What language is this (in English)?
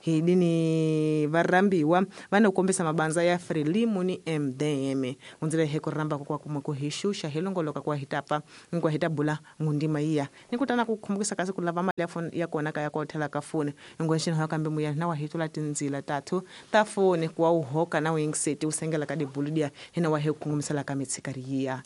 Tsonga